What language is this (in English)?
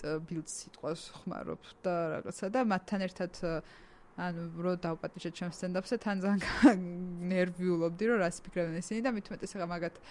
Georgian